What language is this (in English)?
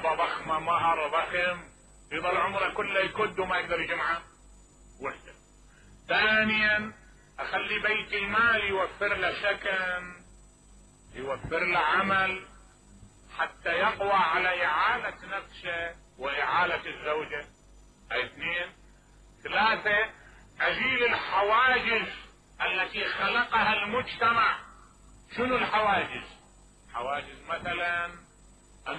Mesopotamian Arabic